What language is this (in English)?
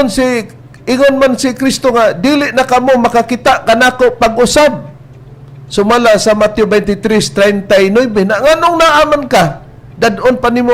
Cebuano